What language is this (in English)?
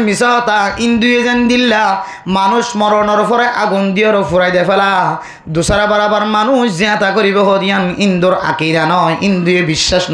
Rohingya